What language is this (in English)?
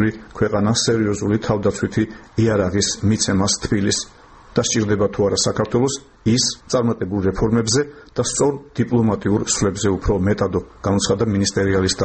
Georgian